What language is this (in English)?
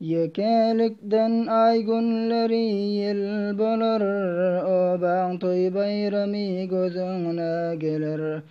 Turkmen